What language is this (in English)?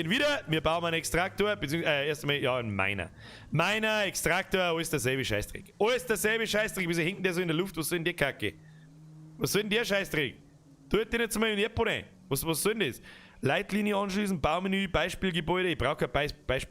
Bavarian